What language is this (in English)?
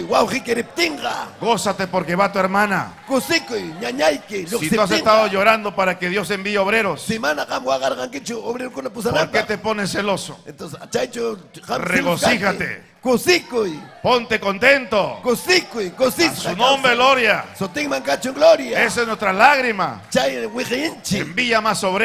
Ayacucho Quechua